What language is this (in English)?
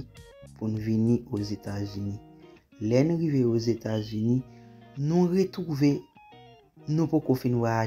Haitian Creole